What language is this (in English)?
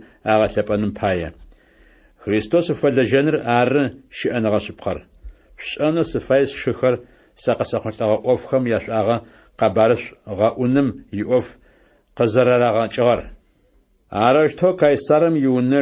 Adyghe